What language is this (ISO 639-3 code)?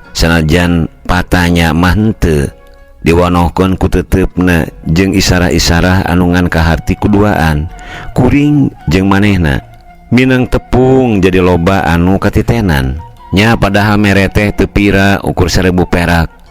sun